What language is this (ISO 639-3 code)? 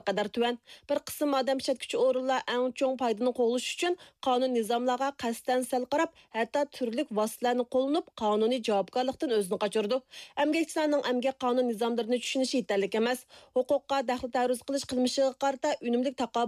uig